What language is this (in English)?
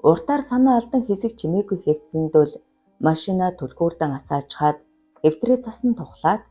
Mongolian